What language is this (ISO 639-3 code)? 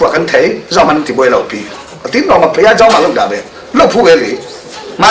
cfm